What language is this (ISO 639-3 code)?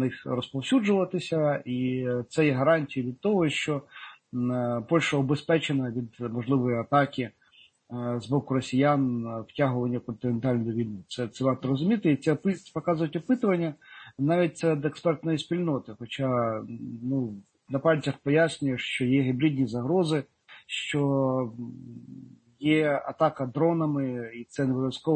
ukr